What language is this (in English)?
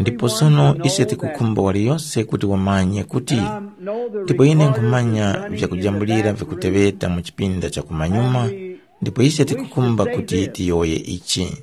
Tumbuka